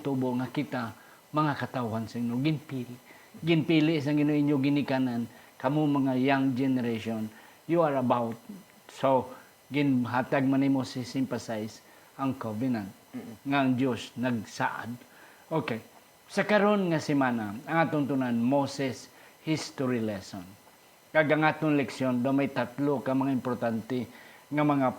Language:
Hiligaynon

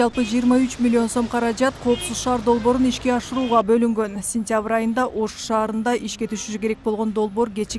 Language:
Kyrgyz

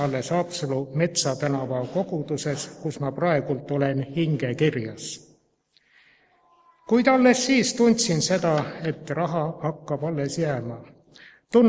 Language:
Estonian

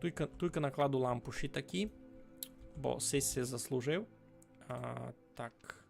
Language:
Rusyn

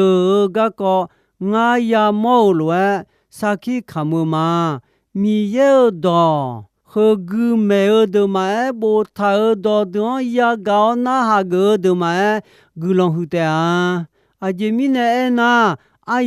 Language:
Akha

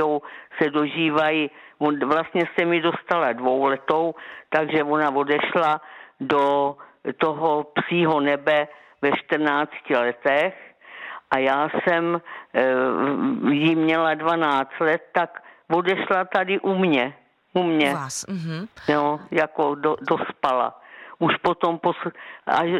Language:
Czech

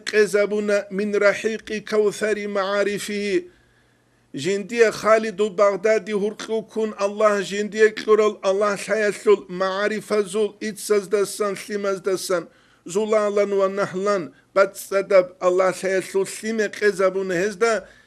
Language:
Avaric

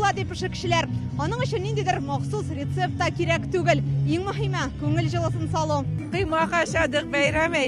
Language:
Tatar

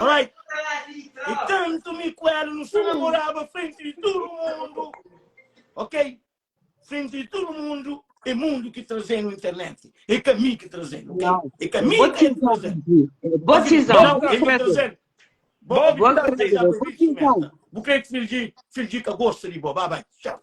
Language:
Kabuverdianu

